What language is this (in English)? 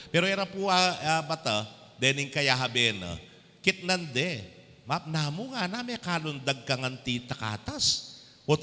Pampanga